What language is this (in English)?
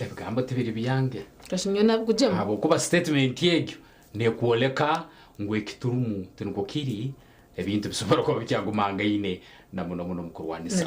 Nyankole